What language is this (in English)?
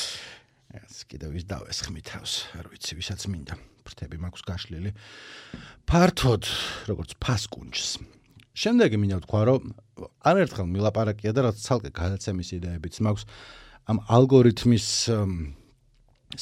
Georgian